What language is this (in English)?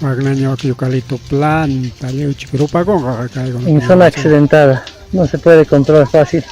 Ayacucho Quechua